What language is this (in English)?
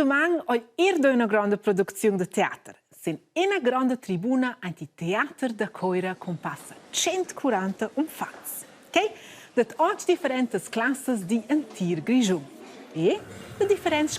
Romansh